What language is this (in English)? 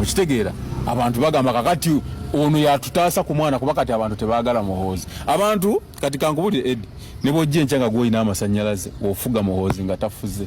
Ganda